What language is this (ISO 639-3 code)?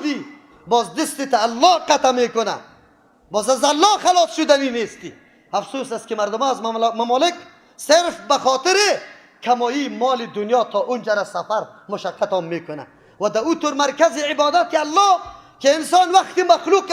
fas